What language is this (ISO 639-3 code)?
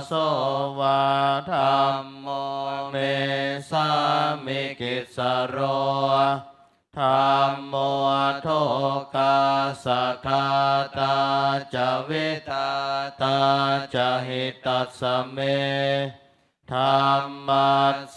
pli